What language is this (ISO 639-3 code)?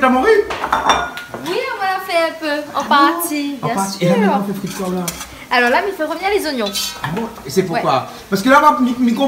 rcf